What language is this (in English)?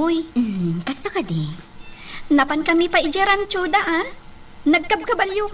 Iloko